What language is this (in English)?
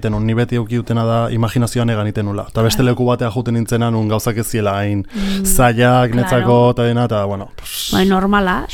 Basque